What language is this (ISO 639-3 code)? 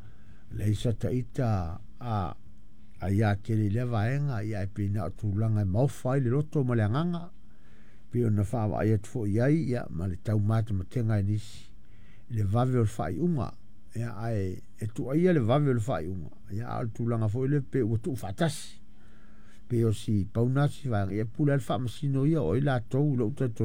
smo